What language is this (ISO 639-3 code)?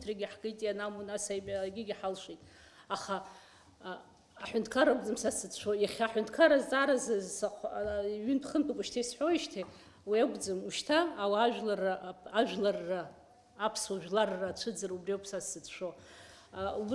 abk